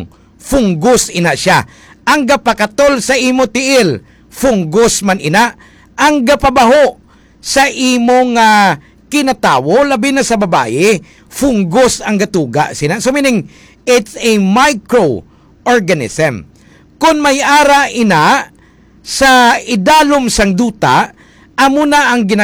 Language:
Hiligaynon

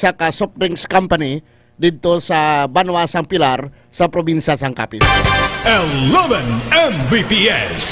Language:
Hiligaynon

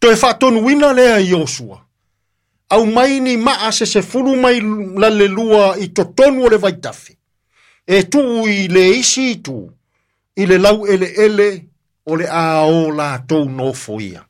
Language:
Samoan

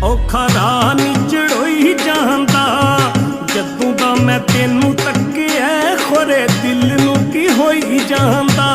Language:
Pahari-Potwari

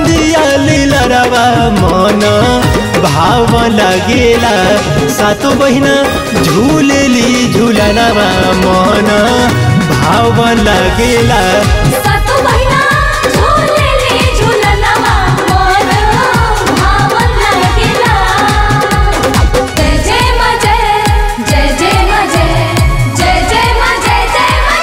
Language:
Bhojpuri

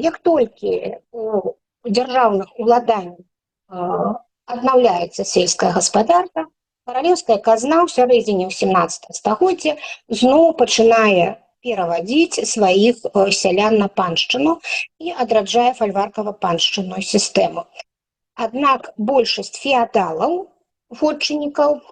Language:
Belarusian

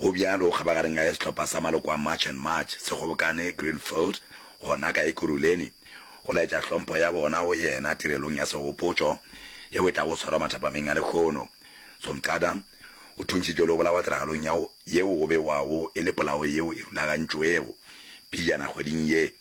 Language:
Northern Sotho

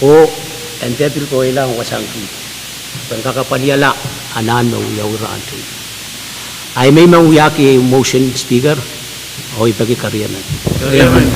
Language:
Pohnpeian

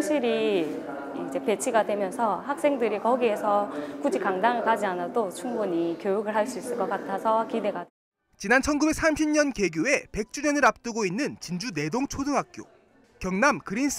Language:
Korean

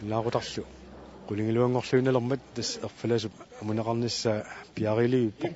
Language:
Kalaallisut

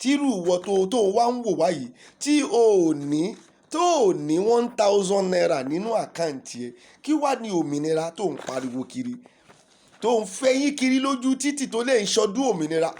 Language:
Yoruba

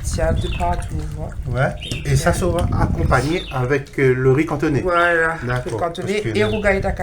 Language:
Réunion Creole French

